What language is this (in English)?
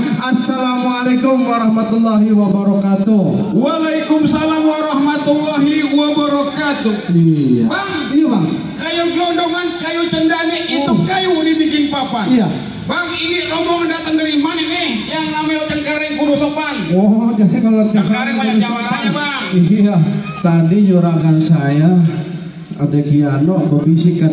Betawi